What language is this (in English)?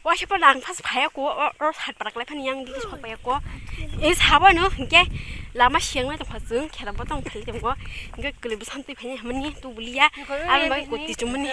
Kok Borok